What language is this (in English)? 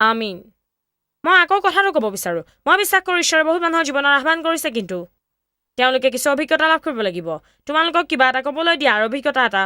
Assamese